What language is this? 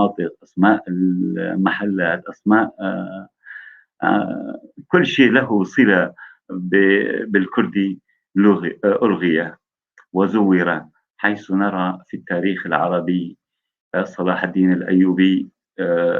North Levantine Arabic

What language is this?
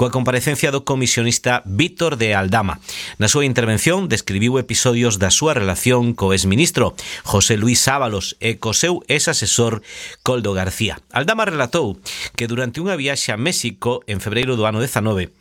Galician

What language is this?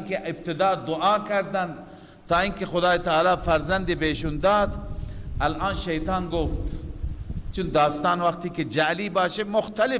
Persian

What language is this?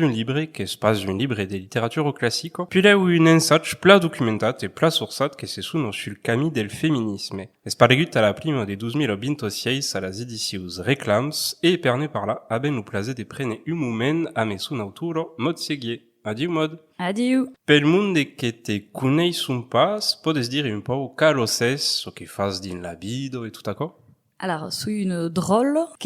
Occitan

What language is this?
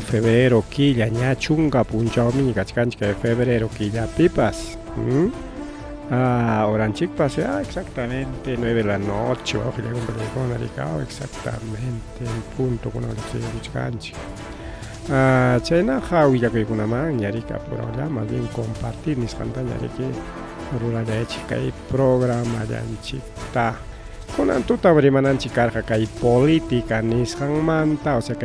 Ayacucho Quechua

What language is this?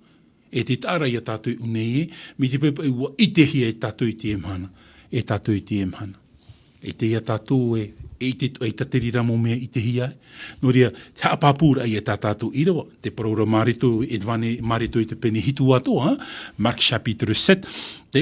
Tahitian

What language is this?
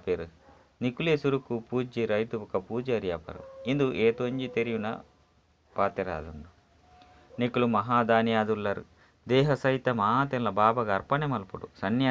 Tulu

